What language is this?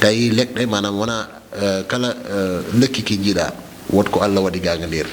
Fula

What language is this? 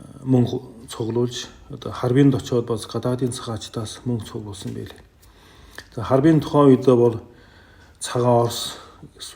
Mongolian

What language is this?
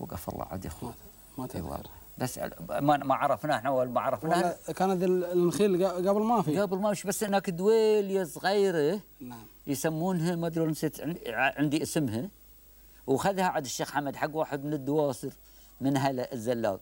Gulf Arabic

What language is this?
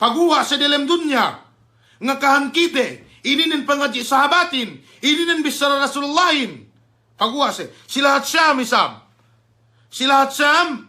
Yakan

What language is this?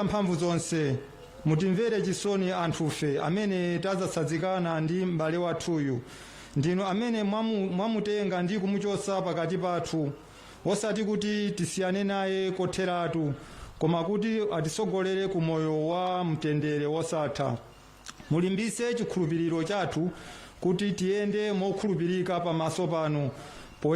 Nyanja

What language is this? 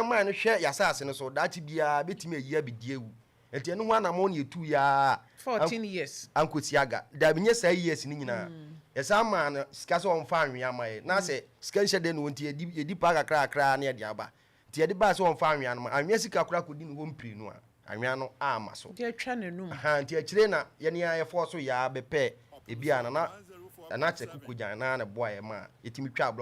Akan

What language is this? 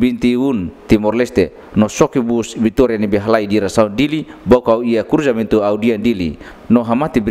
Tetum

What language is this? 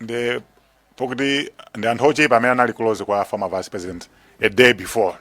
Nyanja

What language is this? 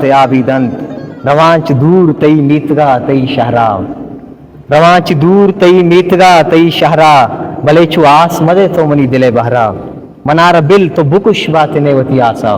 Eastern Balochi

